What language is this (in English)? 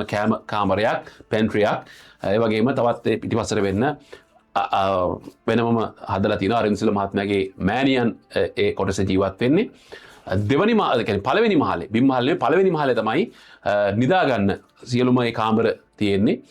Sinhala